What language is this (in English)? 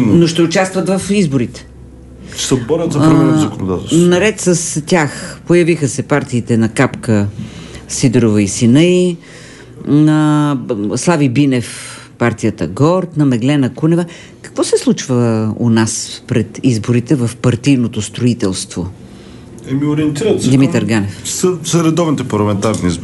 Bulgarian